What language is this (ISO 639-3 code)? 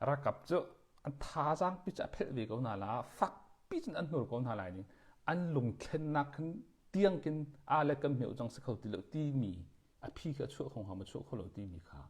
cnh